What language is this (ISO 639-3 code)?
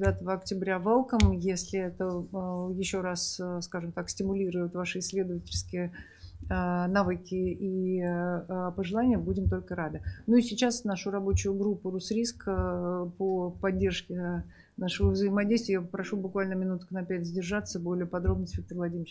rus